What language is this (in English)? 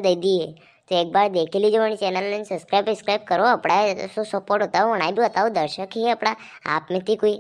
Rajasthani